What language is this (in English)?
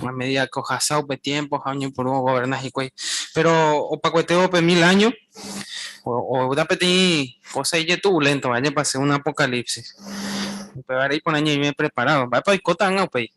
Guarani